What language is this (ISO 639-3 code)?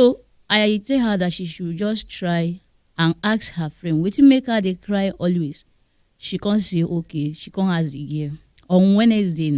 pcm